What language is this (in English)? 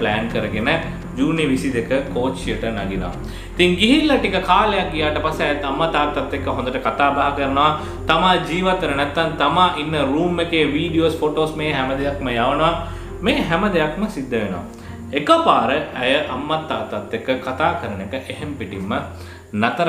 Sinhala